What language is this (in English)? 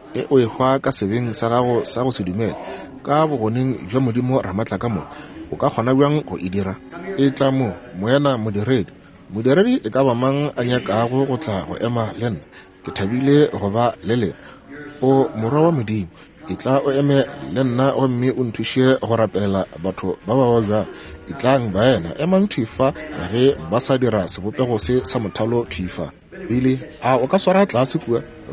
Northern Sotho